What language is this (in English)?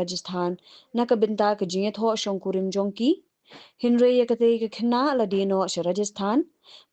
Khasi